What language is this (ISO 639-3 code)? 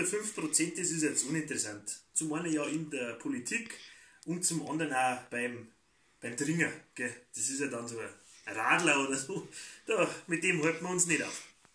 bar